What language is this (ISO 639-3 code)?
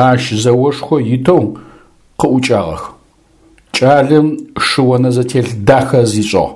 ady